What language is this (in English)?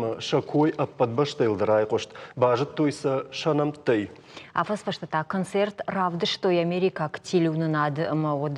Ossetic